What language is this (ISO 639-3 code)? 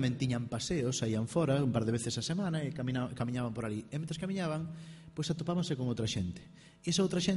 glg